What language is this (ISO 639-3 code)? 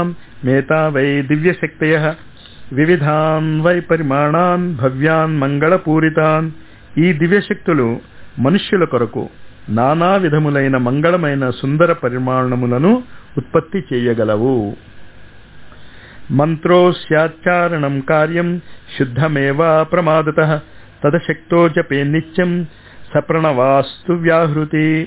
tel